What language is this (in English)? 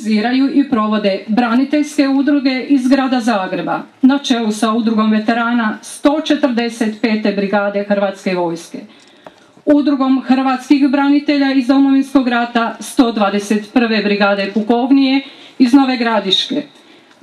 Croatian